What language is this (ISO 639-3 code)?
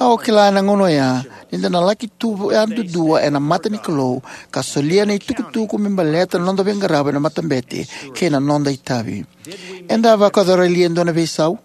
fij